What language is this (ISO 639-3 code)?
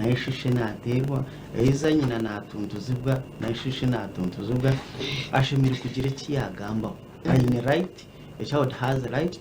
nyn